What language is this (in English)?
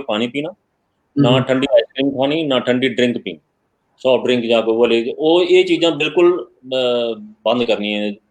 Dogri